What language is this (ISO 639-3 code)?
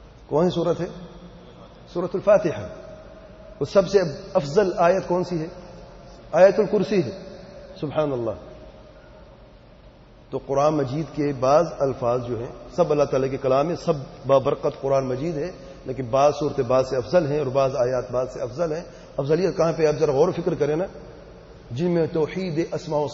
urd